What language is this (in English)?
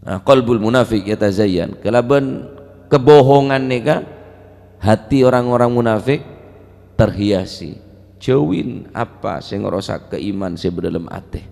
Madurese